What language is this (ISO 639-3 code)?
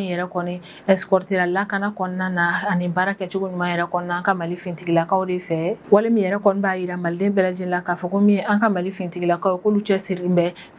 bam